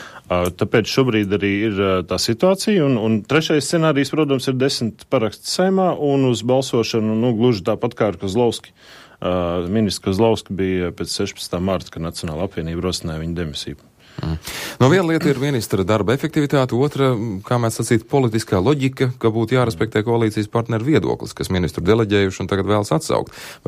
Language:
Latvian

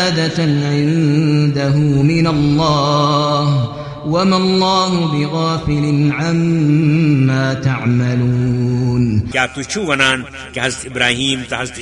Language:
Kashmiri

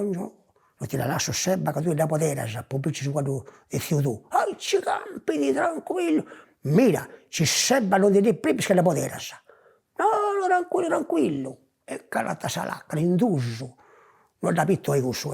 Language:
Sardinian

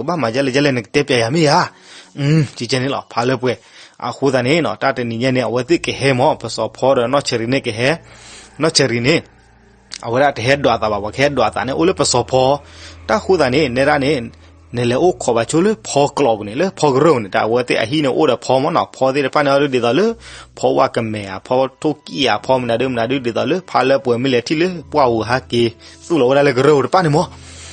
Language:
S'gaw Karen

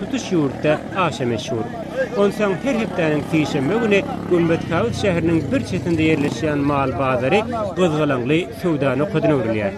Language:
Turkmen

